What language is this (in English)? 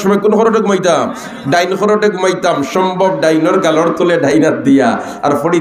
Sylheti